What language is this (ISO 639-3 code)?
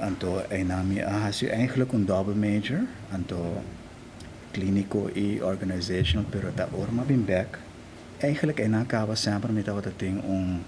pap